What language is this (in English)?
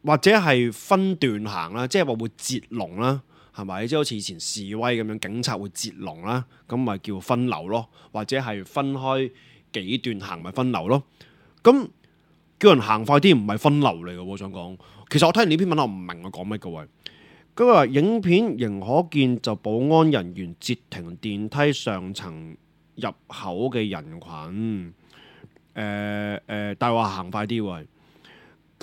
Cantonese